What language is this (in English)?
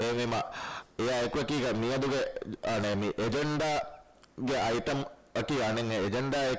Divehi